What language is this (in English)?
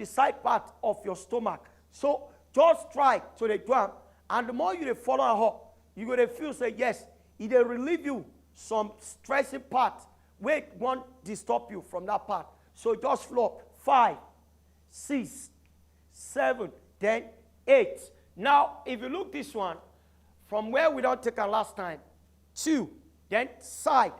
Nigerian Pidgin